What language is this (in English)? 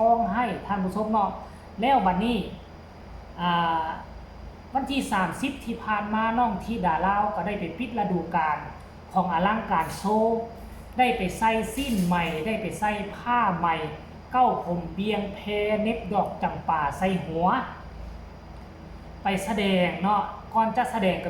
Lao